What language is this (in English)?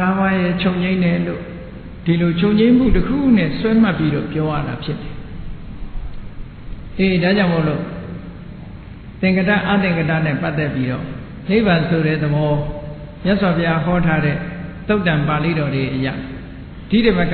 Burmese